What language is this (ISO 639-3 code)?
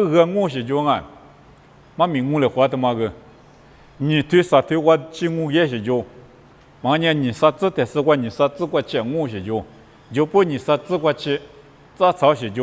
lis